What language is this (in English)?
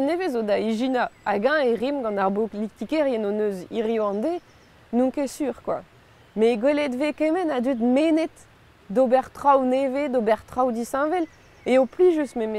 Breton